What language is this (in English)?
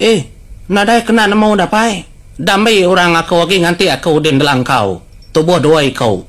Iban